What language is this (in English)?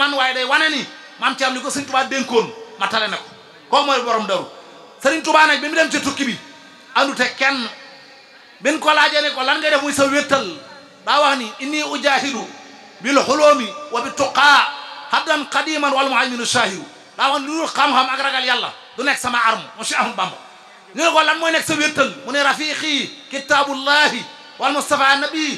Wolof